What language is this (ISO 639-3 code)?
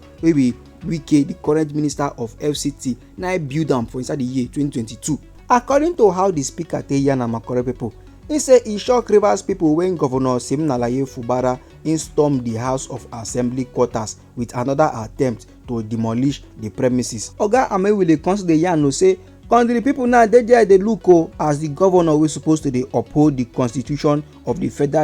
pcm